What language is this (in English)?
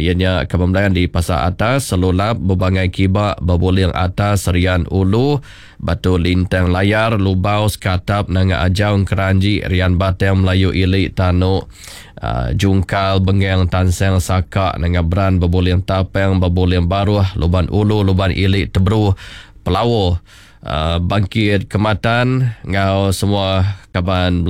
Iban